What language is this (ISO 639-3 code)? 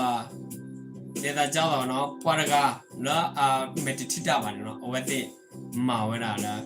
ksw